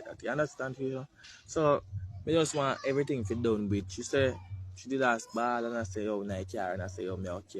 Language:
Jamaican Creole English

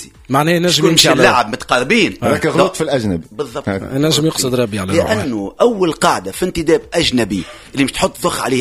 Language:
Tunisian Arabic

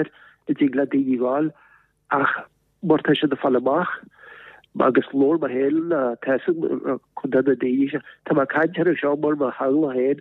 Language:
Irish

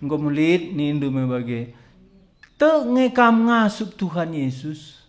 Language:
Batak Karo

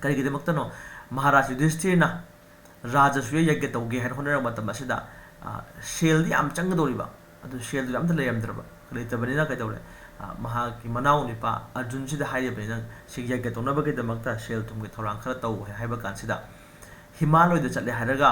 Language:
Manipuri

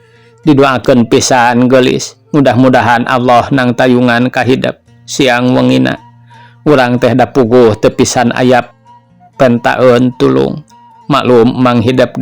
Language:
Sundanese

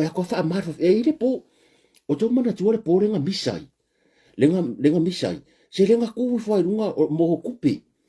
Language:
Samoan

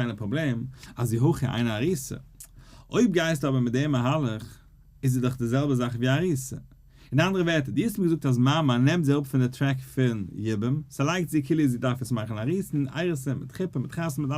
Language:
Yiddish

